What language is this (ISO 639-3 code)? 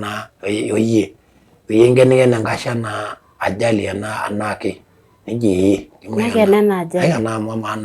mas